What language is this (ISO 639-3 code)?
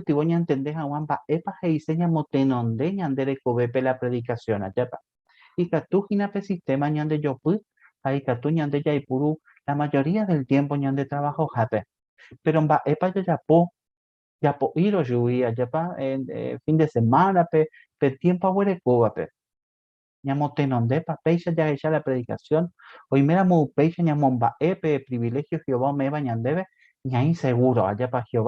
grn